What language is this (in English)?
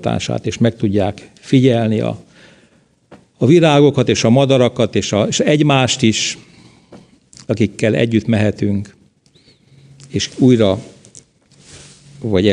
Hungarian